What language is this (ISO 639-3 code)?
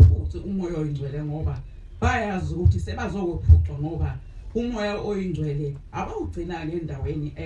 zul